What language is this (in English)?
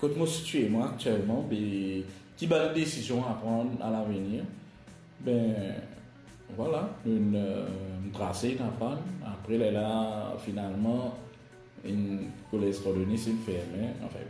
Morisyen